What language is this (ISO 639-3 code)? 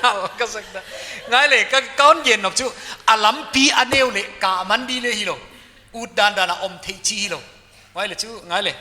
pck